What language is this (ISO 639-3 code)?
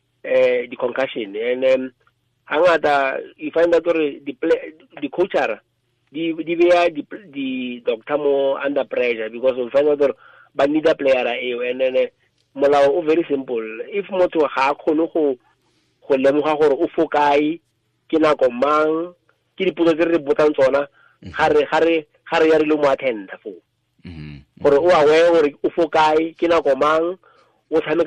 tsn